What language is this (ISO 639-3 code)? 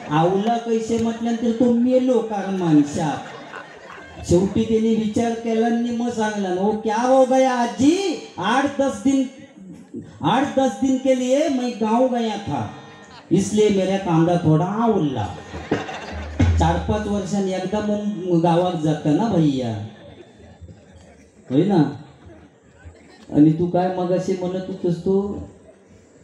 mar